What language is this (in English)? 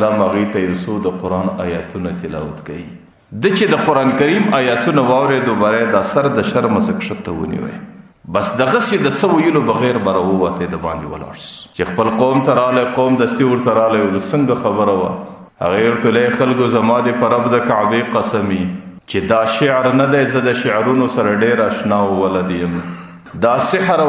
Pashto